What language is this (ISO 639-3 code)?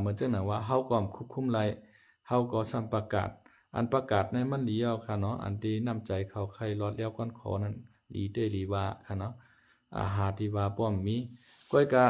lao